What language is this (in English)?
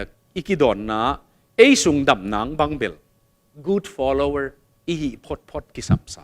Tedim Chin